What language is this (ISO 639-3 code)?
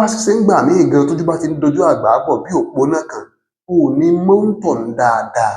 yor